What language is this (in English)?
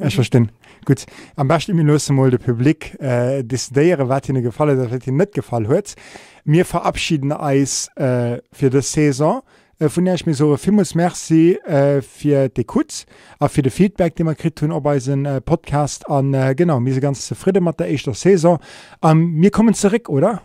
Luxembourgish